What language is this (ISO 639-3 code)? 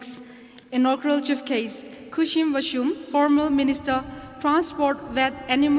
nmf